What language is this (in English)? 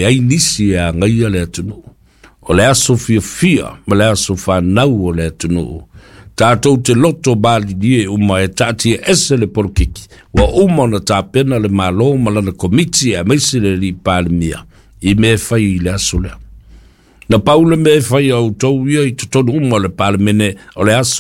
Samoan